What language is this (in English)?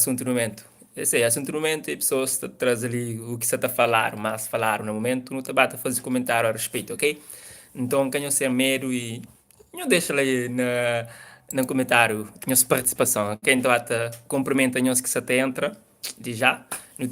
Kabuverdianu